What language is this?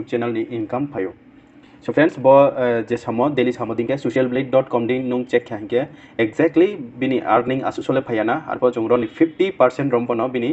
Riang (India)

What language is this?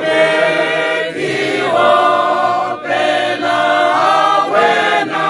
Tswana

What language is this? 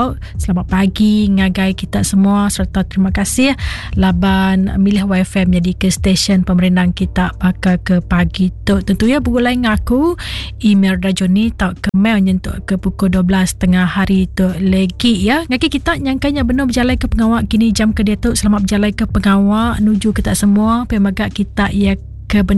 Iban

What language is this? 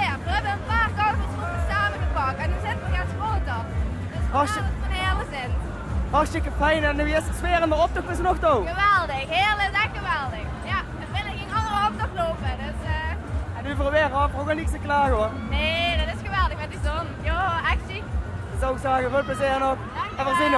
Limburgish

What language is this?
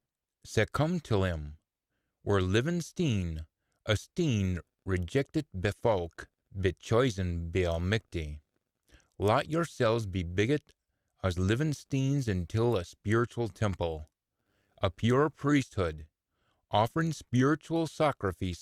Scots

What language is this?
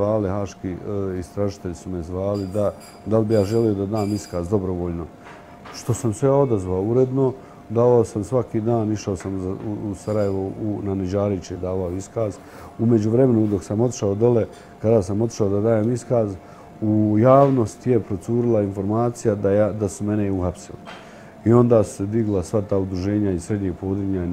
Bosnian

